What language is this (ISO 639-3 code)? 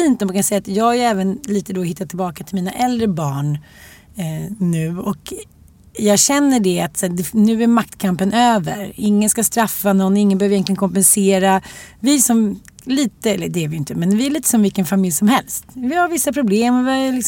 swe